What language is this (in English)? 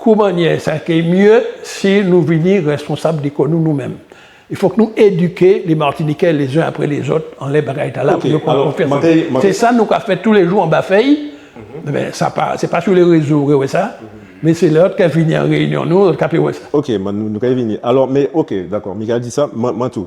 Guadeloupean Creole French